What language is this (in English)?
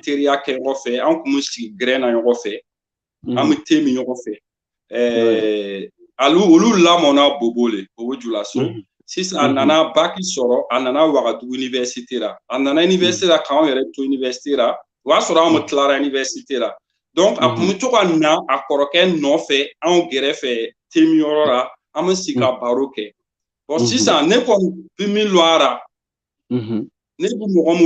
Bambara